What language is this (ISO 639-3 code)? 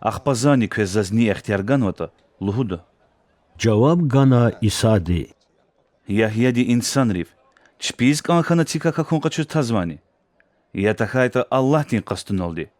lez